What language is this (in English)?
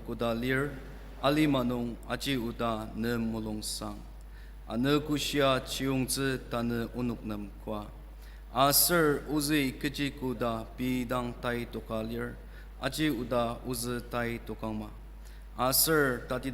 Ao Naga